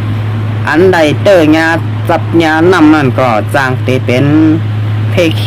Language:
Shan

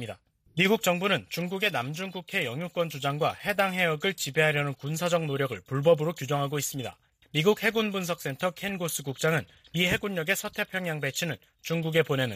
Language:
Korean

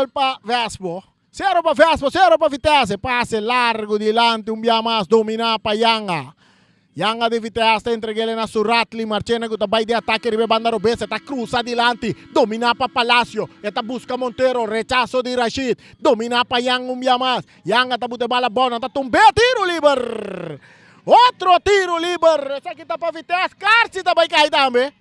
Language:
Papiamento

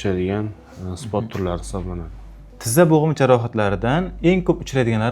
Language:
Uzbek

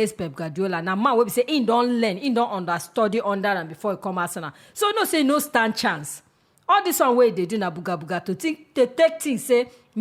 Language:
Nigerian Pidgin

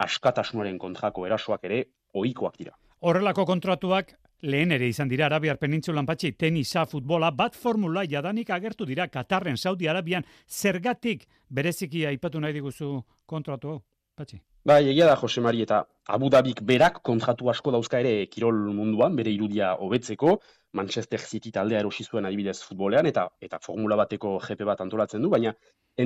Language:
Basque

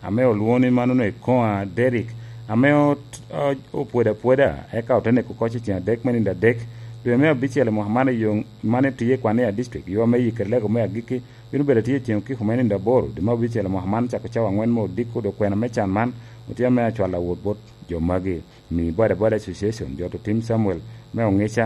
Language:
Lango (Uganda)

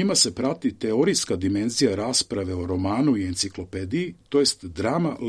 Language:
Serbian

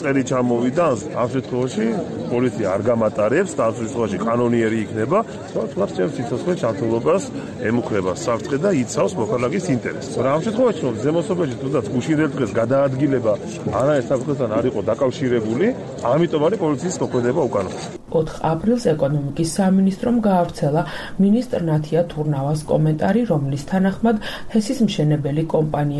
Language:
Georgian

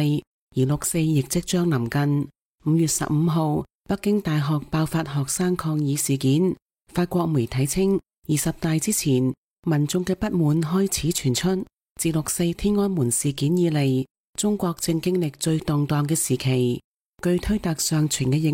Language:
Cantonese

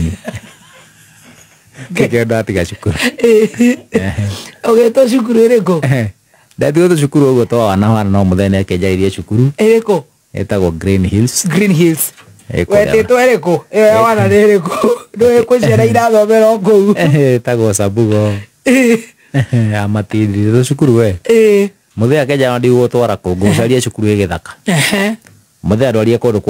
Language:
Kikuyu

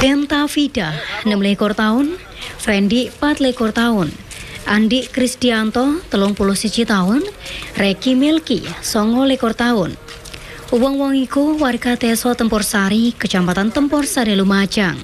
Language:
Javanese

